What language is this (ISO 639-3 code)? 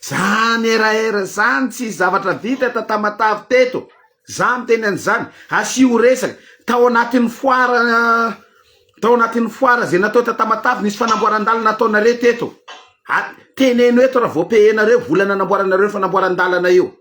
mlg